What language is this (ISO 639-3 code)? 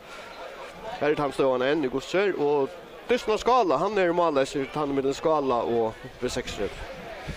fao